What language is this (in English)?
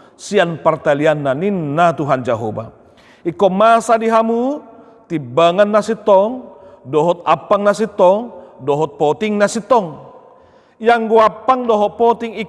Batak Toba